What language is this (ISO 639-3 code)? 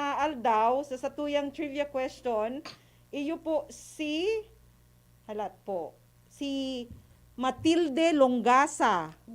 bik